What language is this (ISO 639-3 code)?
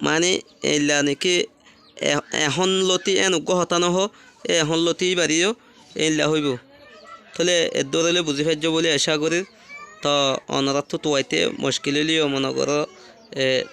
rhg